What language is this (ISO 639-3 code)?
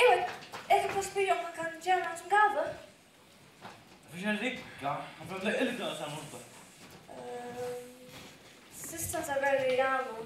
fao